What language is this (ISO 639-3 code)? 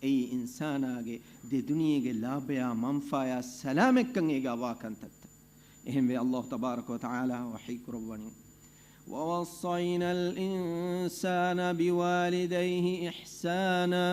div